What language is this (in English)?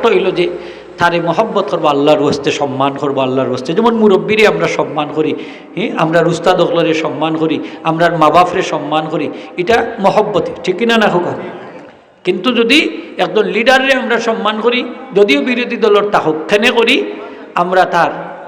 Sylheti